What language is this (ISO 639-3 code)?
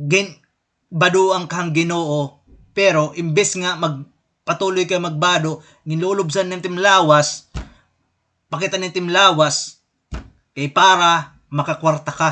war